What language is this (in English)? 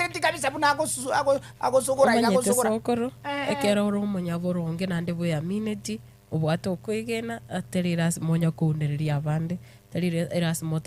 Gusii